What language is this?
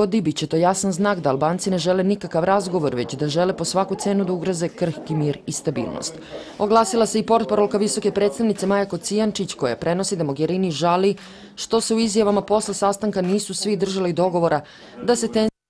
Serbian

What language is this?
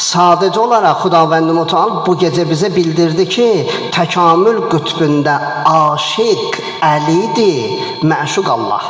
Azerbaijani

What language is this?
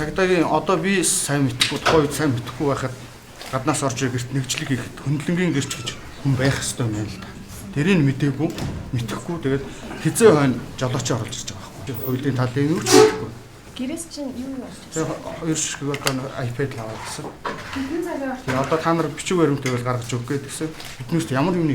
Mongolian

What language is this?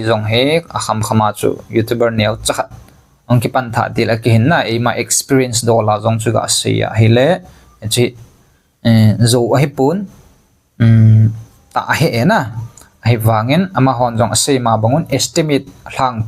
Thado Chin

